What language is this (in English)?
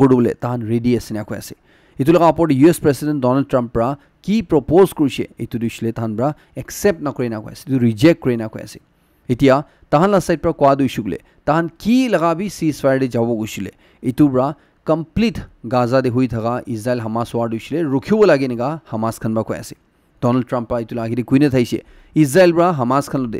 Naga Pidgin